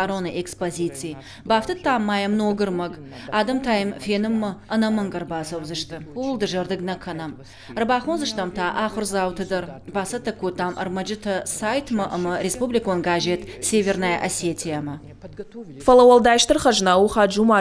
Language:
Ossetic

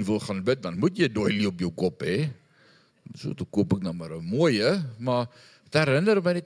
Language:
Afrikaans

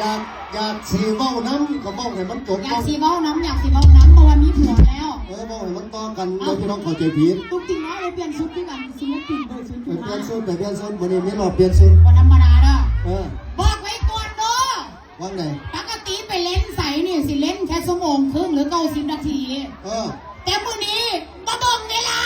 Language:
Lao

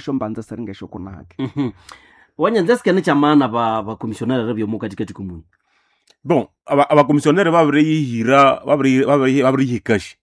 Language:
Nande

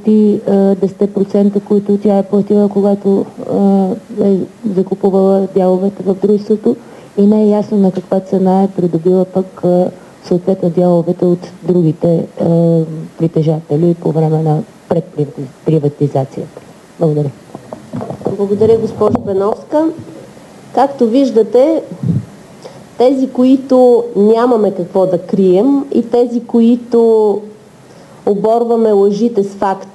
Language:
Bulgarian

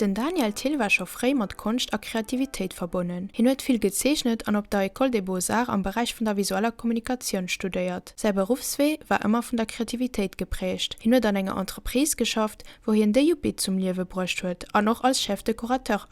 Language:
Luxembourgish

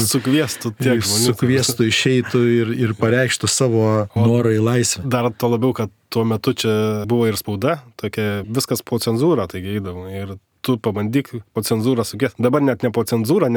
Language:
Lithuanian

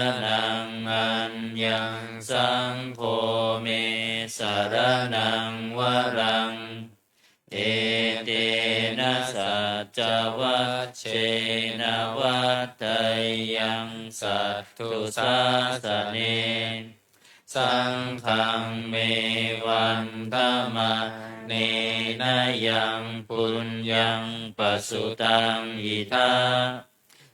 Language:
Pali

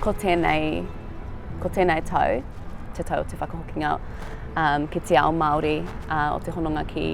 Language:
Māori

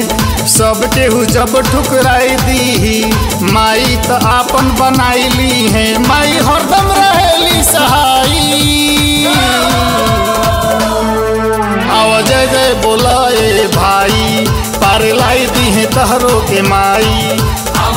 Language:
Bhojpuri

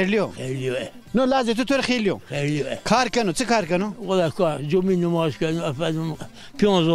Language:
Zaza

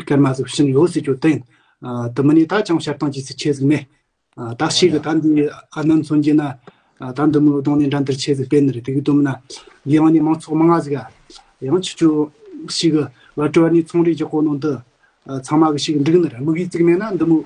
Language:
Tibetan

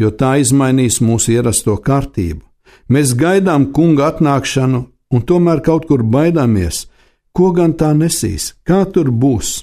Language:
Latvian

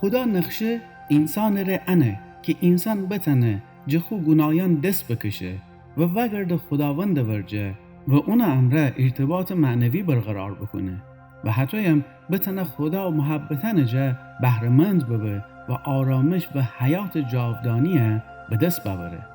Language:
Gilaki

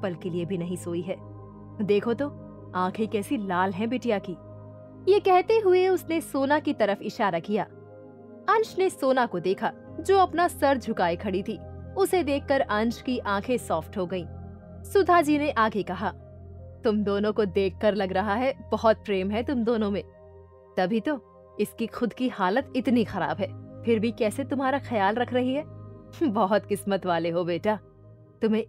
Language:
Hindi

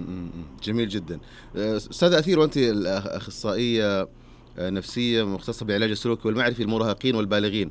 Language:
Najdi Arabic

